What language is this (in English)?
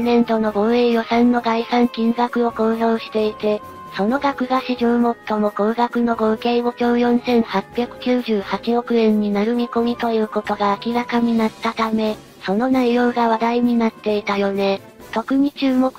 Japanese